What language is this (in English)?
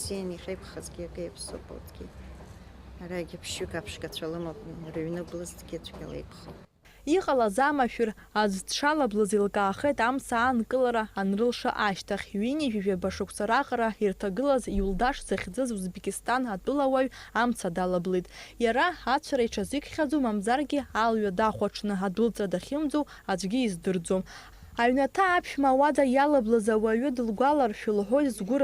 Abkhazian